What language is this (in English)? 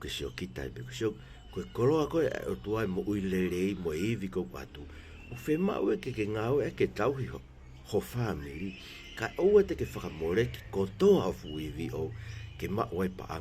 Tongan